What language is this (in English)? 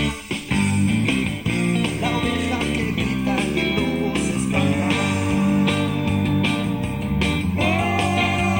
Catalan